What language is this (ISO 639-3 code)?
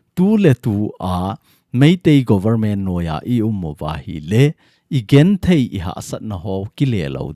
tcz